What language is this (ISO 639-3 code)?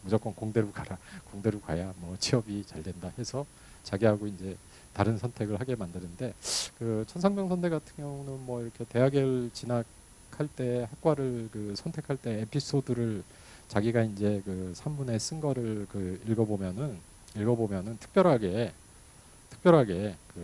kor